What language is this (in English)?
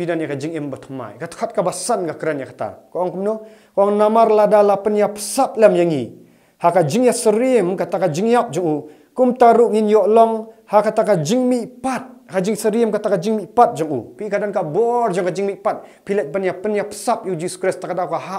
Khasi